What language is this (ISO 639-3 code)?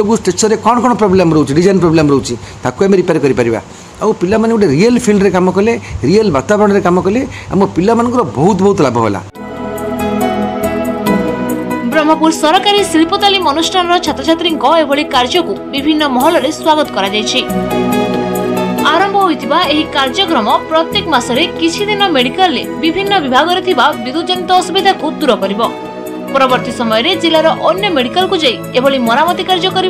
ori